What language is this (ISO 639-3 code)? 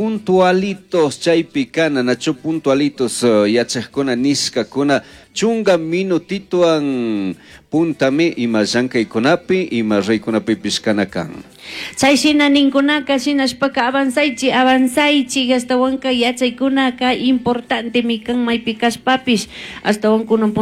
qug